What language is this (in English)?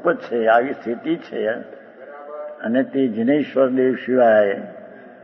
Gujarati